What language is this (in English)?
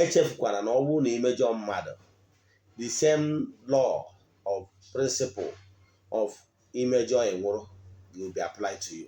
Igbo